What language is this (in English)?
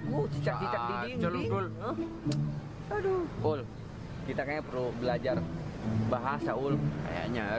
Betawi